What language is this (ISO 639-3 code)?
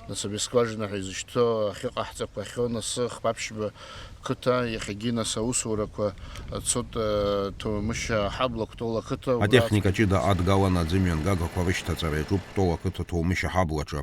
abk